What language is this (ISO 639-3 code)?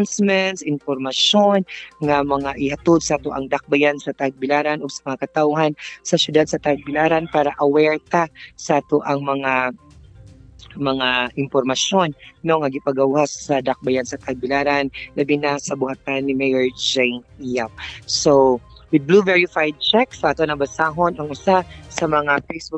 ceb